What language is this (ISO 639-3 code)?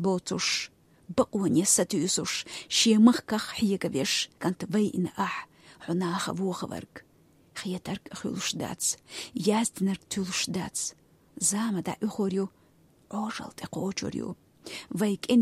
che